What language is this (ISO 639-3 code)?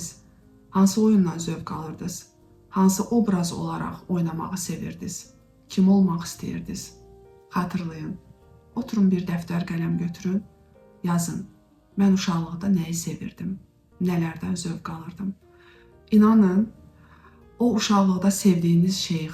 aze